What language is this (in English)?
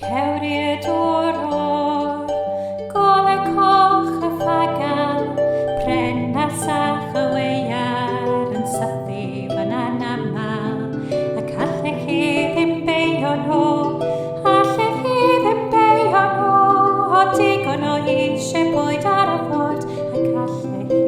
Welsh